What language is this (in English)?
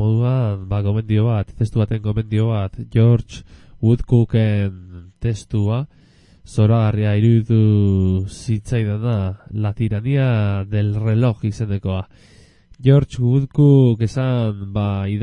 Basque